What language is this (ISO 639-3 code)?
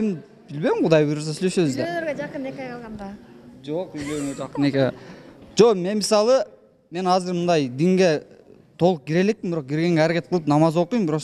kir